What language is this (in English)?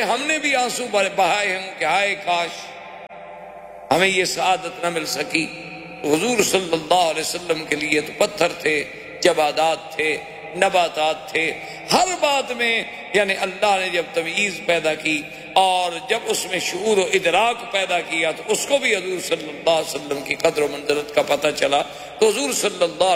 Urdu